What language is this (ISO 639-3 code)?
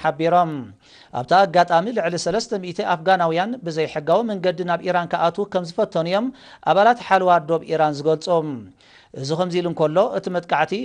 tir